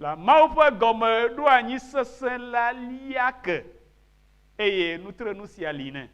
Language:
Ewe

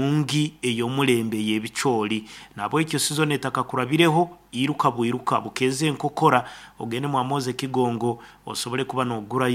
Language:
Nyankole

